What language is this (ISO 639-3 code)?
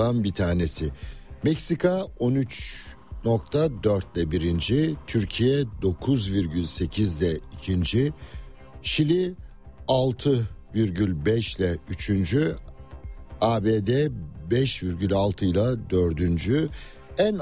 tur